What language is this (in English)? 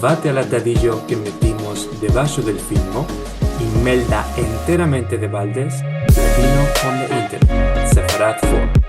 Ladino